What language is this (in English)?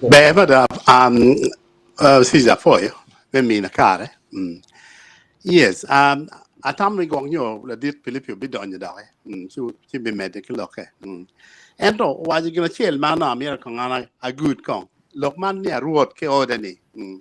Acoli